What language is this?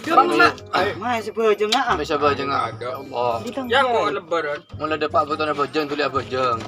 Madurese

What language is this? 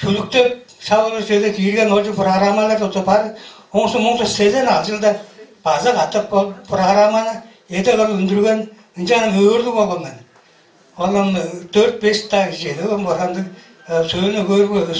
Tuvinian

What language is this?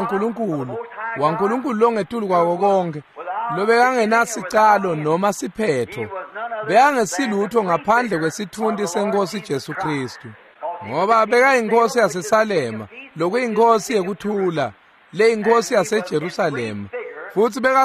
Swati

